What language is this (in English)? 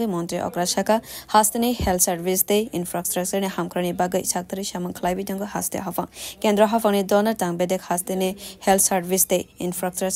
Kok Borok